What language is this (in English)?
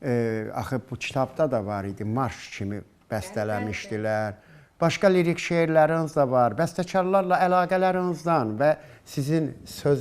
Azerbaijani